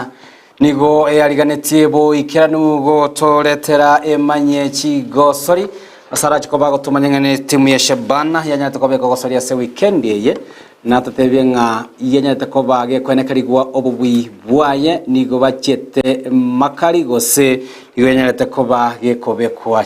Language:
Gusii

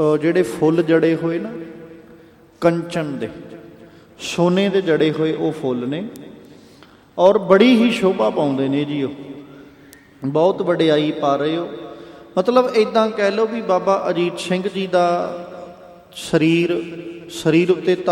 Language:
Punjabi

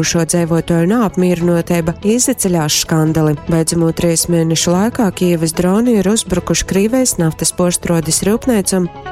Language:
Latgalian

